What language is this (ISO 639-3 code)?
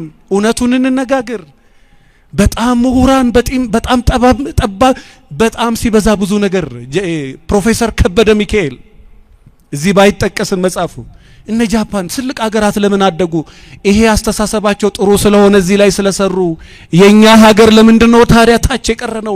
amh